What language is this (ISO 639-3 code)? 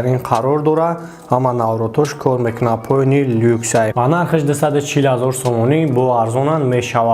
tgk